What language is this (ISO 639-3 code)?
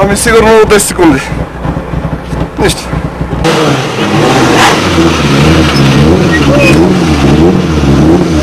bul